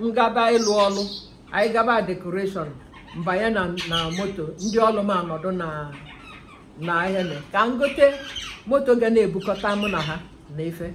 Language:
Igbo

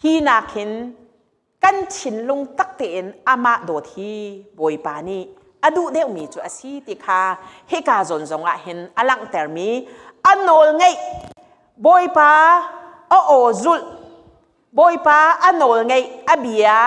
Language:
Hakha Chin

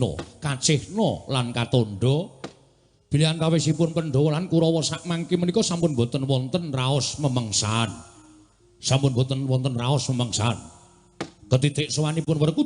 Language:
Javanese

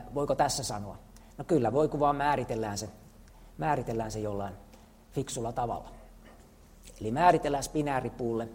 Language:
Finnish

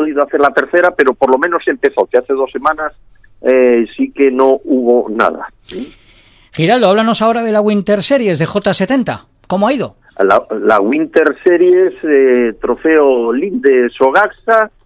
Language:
Spanish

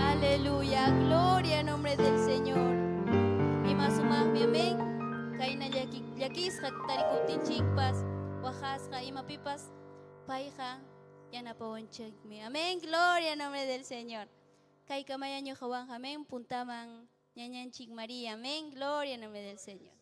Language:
Ayacucho Quechua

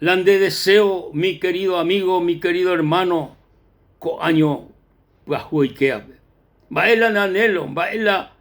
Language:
Guarani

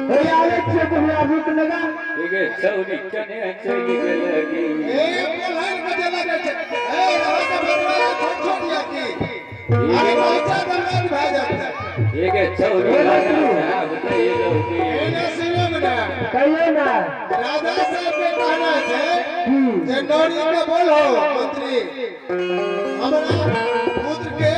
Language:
Maithili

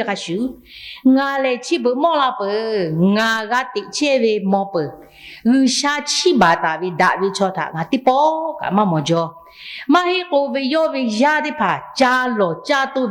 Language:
Lahu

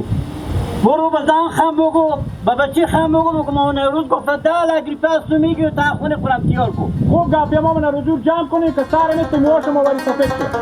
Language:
Hazaragi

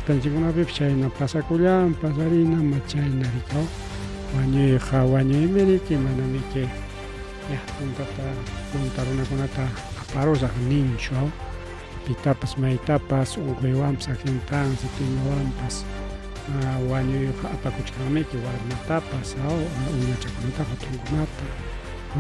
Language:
Ayacucho Quechua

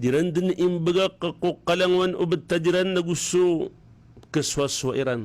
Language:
Maranao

